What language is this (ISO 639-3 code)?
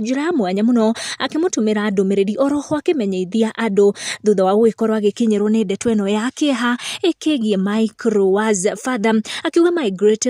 kik